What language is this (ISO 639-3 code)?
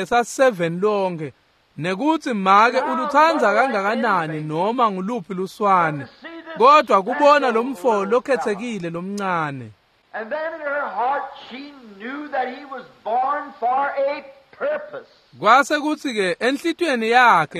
ssw